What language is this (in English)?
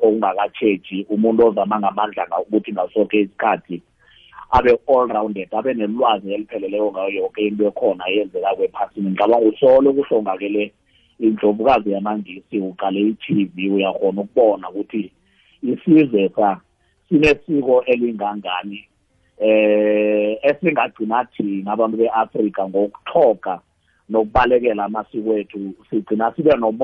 South Ndebele